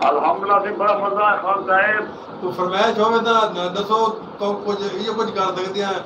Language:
Saraiki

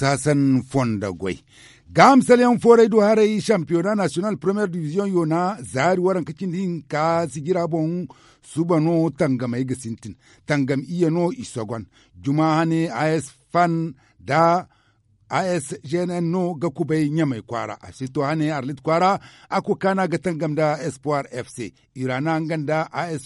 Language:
Zarma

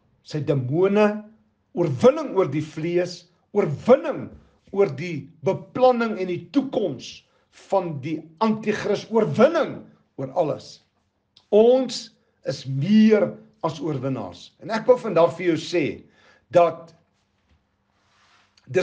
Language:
Afrikaans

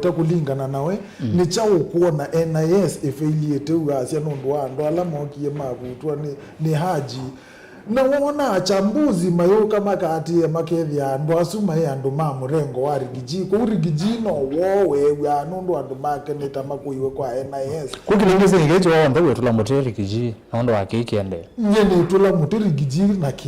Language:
Kamba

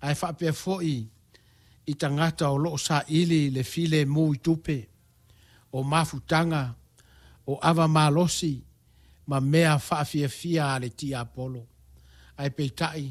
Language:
Samoan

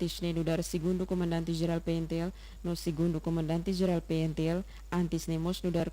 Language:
Tetum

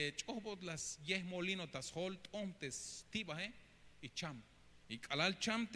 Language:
Tzeltal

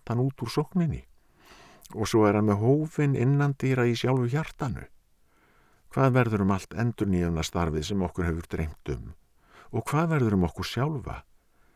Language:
Icelandic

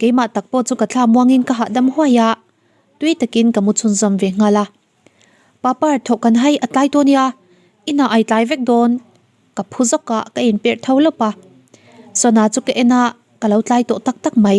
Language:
Mizo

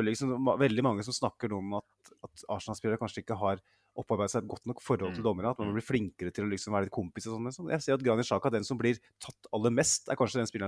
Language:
Norwegian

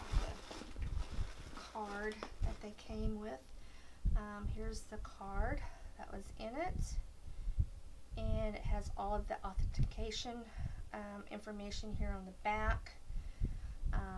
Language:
English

